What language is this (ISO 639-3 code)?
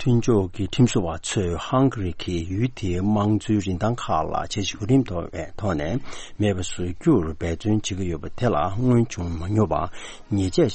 bod